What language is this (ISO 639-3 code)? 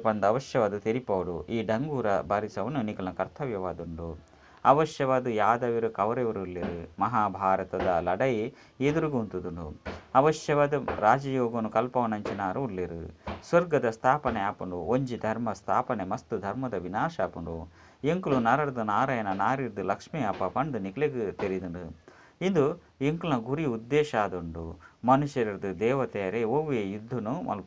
tcy